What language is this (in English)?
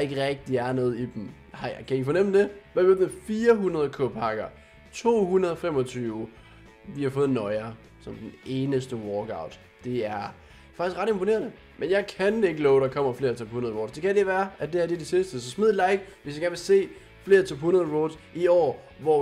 Danish